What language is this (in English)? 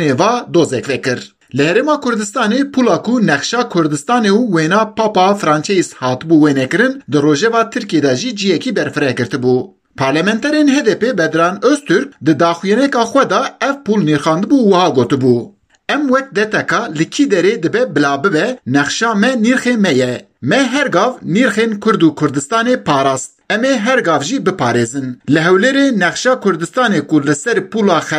Kurdish